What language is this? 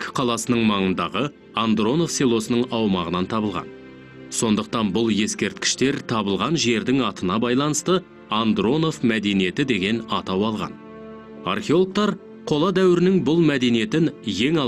Kazakh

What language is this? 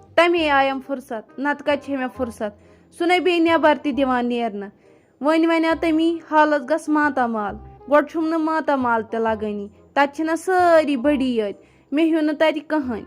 Kashmiri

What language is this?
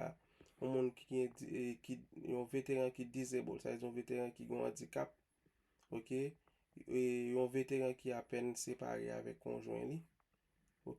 Haitian Creole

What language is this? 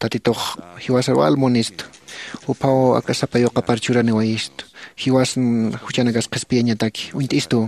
Aymara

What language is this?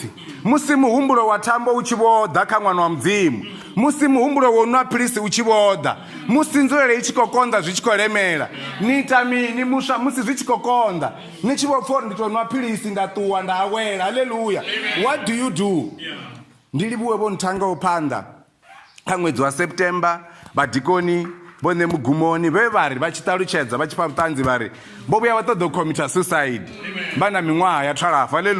Venda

